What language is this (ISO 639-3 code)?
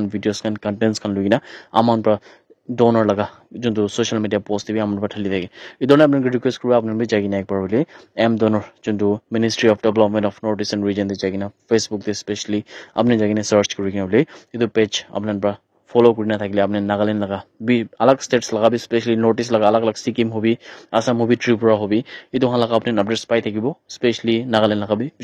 nag